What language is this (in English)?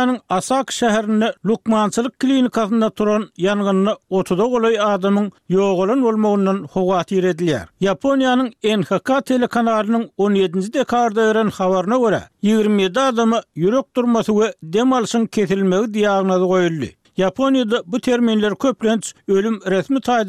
Turkmen